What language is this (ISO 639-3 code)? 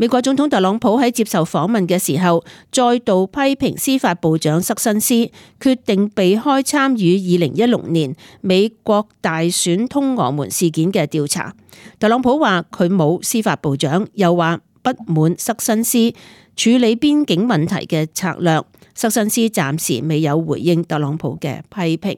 yue